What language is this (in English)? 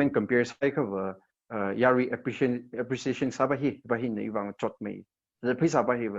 Tangkhul Naga (India)